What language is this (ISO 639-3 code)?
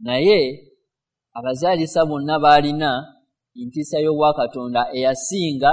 lug